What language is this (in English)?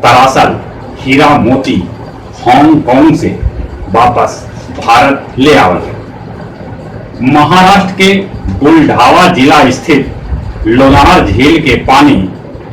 Magahi